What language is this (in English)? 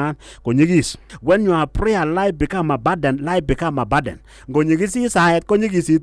Kalenjin